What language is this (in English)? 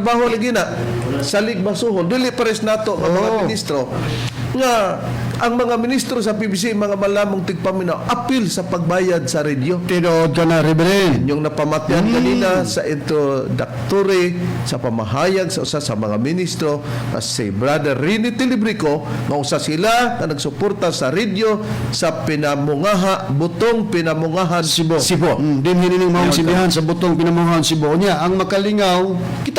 Cebuano